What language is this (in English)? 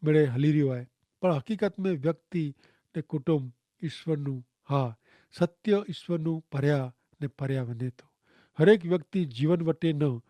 Kachhi